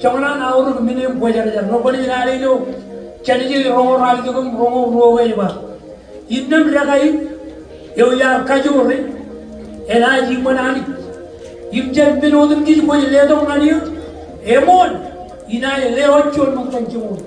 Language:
Marshallese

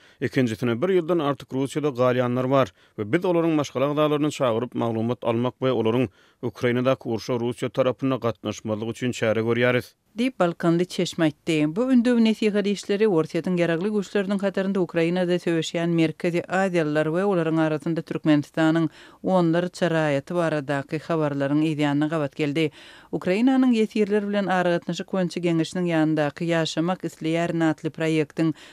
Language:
Turkmen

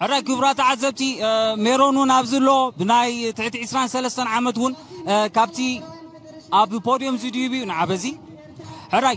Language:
Tigrinya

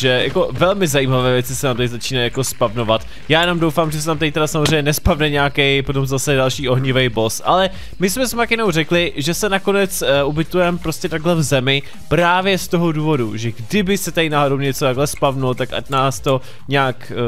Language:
Czech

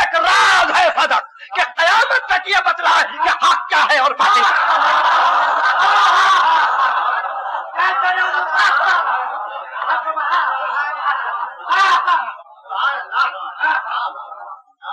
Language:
Urdu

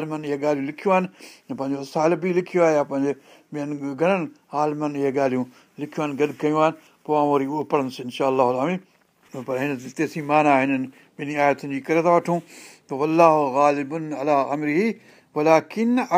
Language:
Sindhi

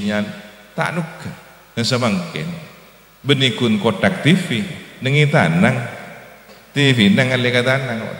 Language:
Madurese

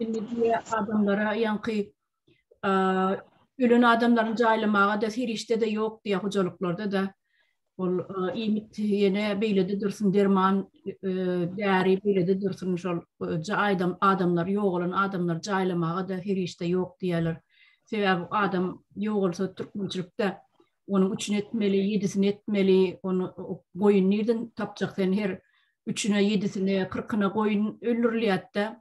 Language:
Turkmen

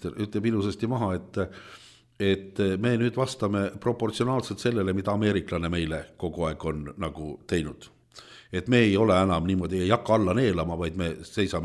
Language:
Estonian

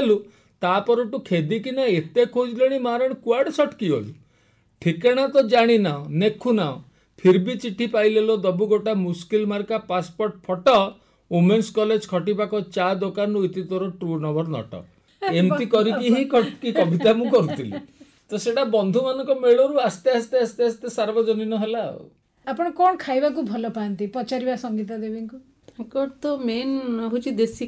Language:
Odia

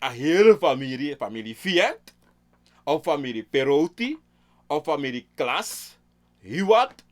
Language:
Sranan Tongo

